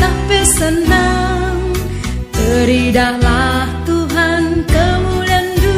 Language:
Batak Karo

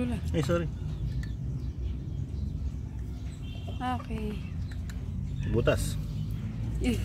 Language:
Filipino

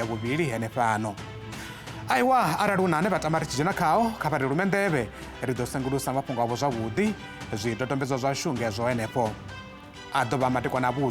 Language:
Venda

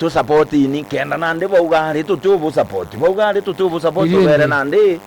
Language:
Meru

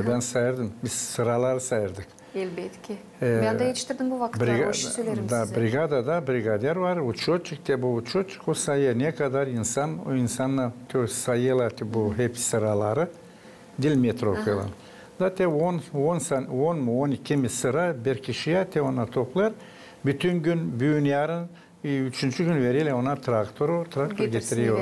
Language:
Gagauz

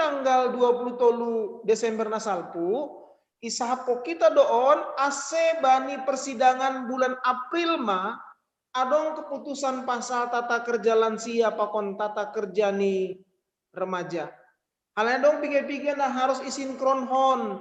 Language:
Batak Simalungun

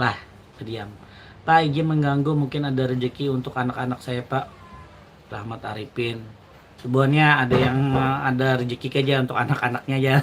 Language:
Banjar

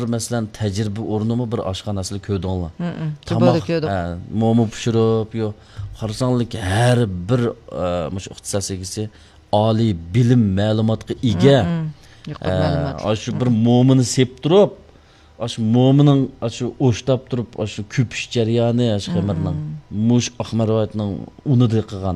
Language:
Uyghur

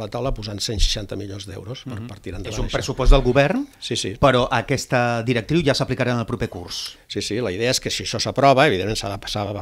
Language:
Catalan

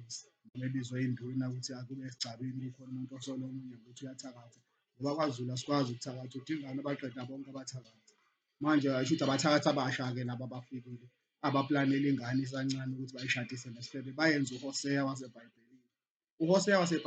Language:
Zulu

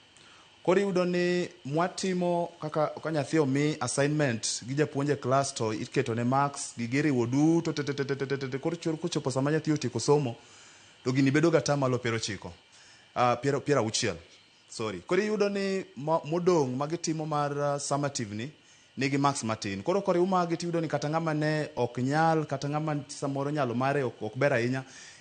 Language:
Luo (Kenya and Tanzania)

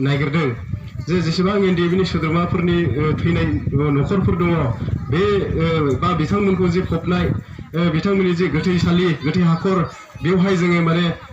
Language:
Bodo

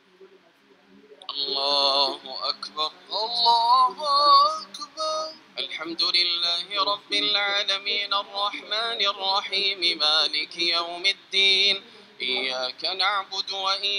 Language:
Arabic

